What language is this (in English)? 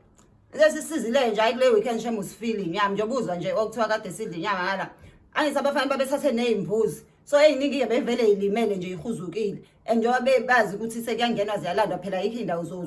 Zulu